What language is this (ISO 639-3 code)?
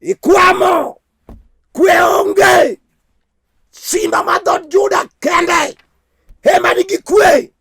luo